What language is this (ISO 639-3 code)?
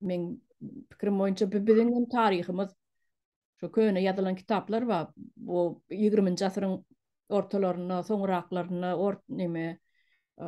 tuk